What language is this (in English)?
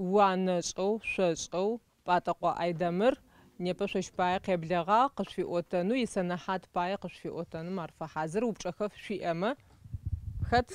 Adyghe